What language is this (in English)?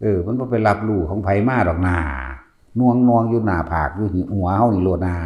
Northeastern Thai